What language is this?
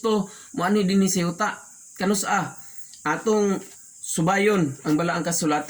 Cebuano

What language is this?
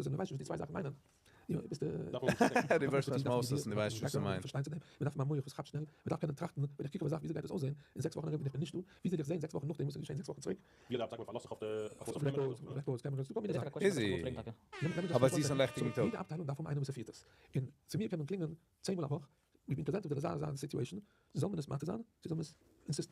Yiddish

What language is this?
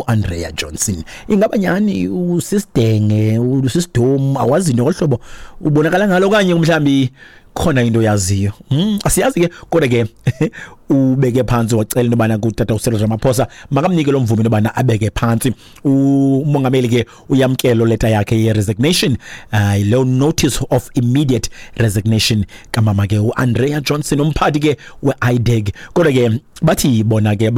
Xhosa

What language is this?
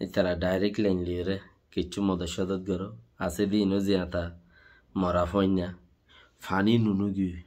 Rohingya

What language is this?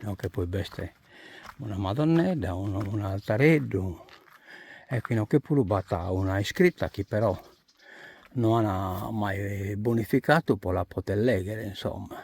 Sardinian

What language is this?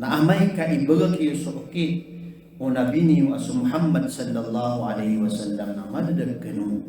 Maranao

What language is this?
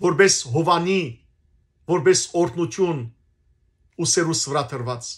Western Armenian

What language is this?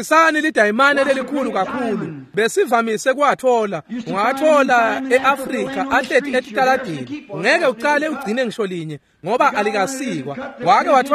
Swati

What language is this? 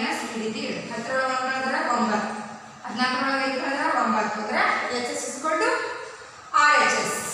Kannada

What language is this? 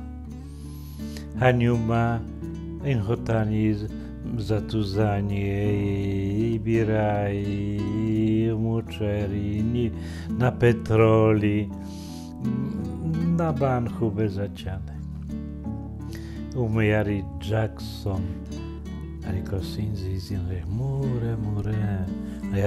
Kinyarwanda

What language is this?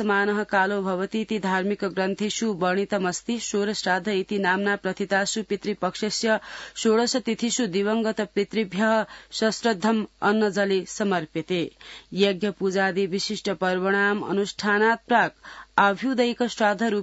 Sanskrit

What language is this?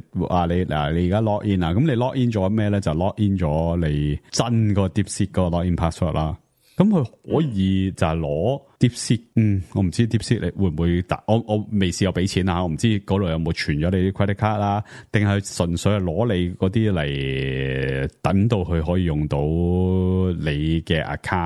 Cantonese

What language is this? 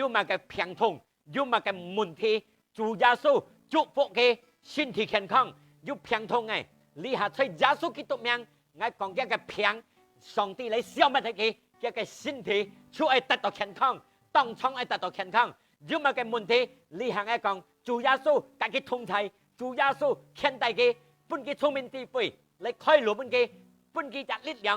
Hakka Chinese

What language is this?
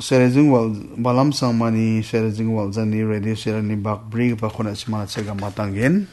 Garo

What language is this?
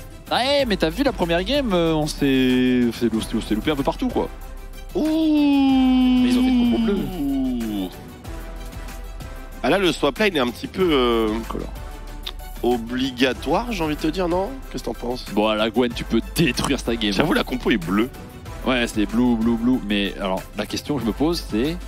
French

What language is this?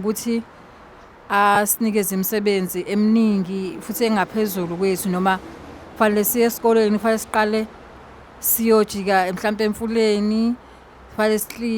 Zulu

